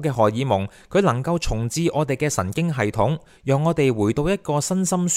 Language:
Cantonese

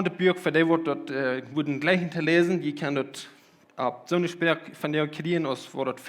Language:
Plautdietsch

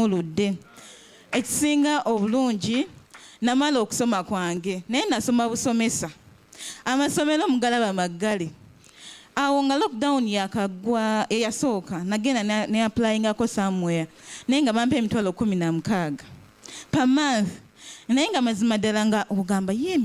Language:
Ganda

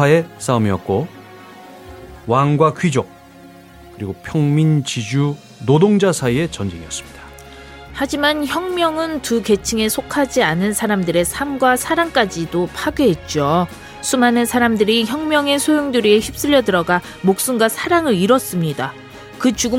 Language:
Korean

